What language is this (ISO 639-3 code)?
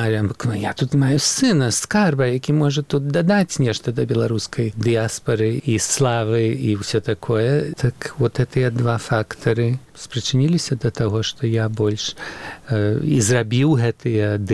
bel